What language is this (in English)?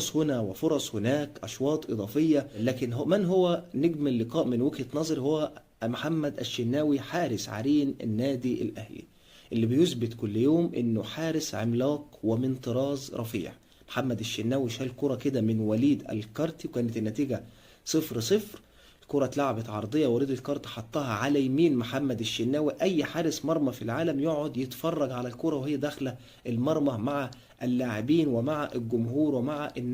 Egyptian Arabic